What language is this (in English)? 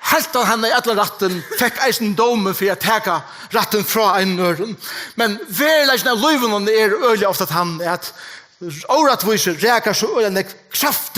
Faroese